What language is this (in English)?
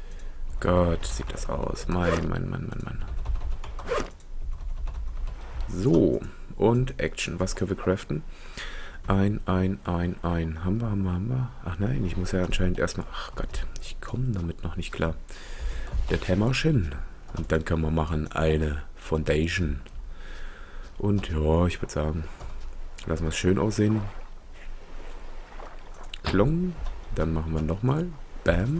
German